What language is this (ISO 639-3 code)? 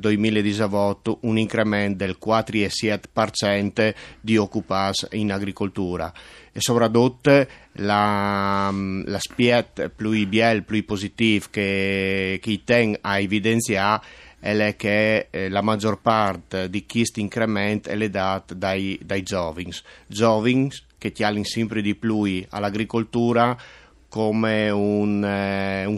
fur